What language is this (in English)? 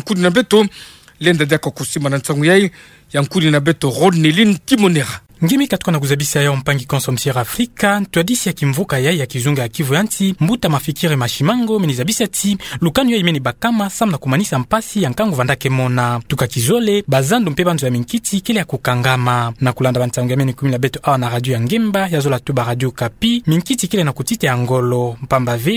Kituba (Democratic Republic of Congo)